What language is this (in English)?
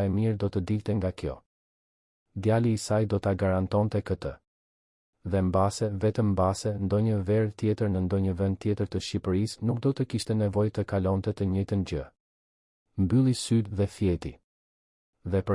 Albanian